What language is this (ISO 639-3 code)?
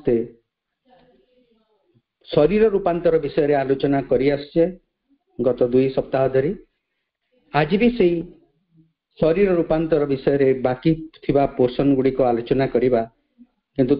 ori